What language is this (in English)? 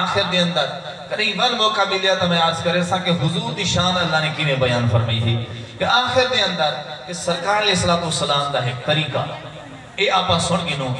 Saraiki